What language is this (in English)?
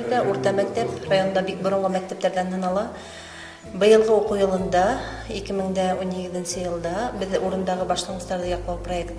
Bashkir